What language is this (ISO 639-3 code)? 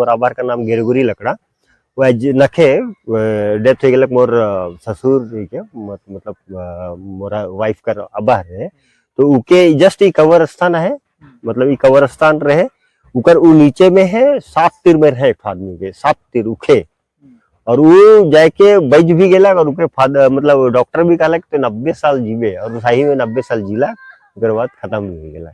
sck